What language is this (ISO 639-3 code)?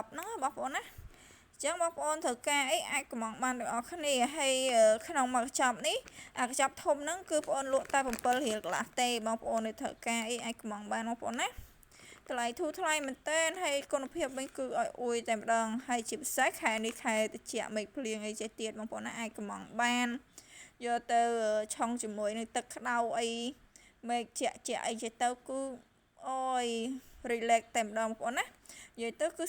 khm